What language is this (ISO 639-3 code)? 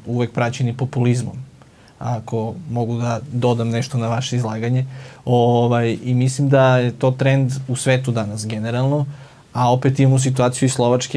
srp